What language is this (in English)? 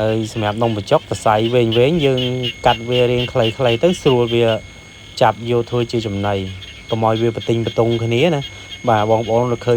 Khmer